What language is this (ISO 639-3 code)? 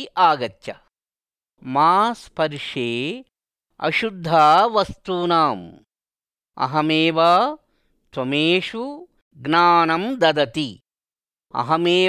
san